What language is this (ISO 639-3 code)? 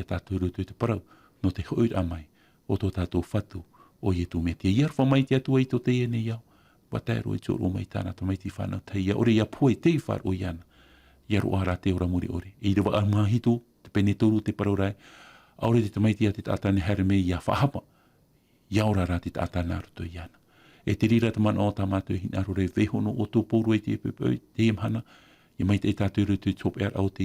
tah